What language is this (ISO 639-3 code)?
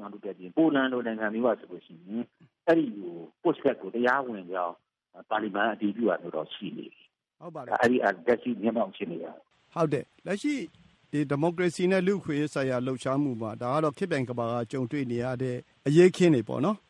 mya